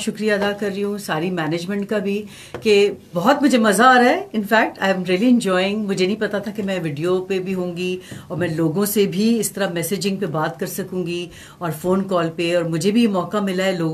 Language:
Urdu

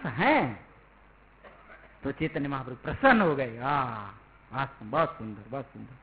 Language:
Hindi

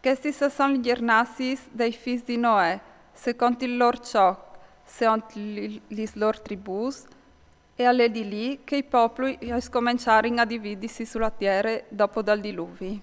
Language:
Friulian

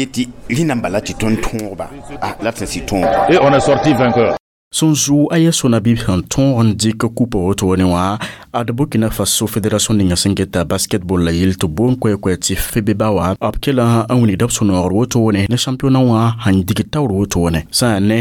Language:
Mossi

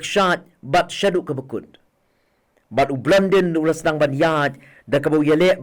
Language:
Khasi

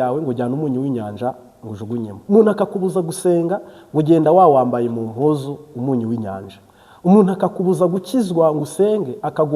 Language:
Kinyarwanda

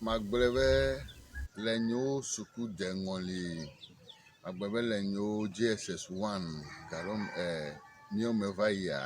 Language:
Ewe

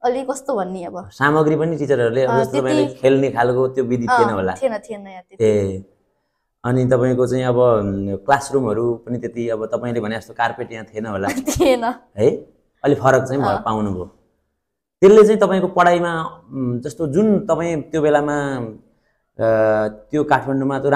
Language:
Nepali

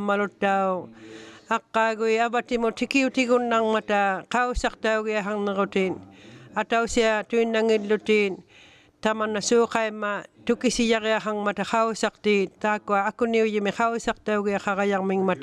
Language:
Inuktitut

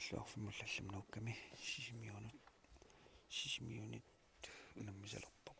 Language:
Kalaallisut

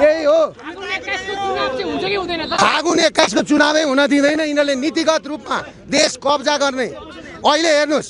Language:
Nepali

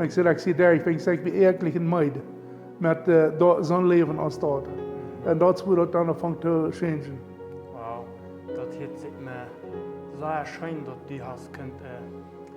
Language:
Plautdietsch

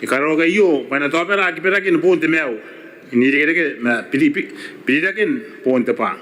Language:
Gilbertese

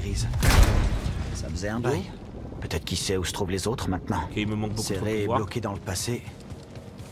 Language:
French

